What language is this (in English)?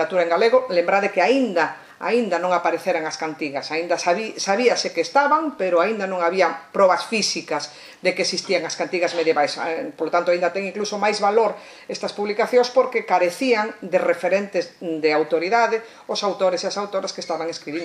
Galician